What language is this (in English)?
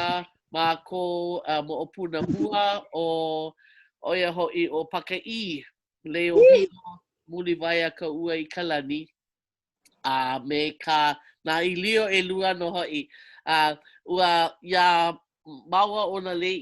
Hawaiian